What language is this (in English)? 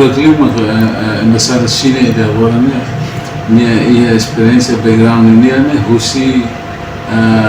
Tetum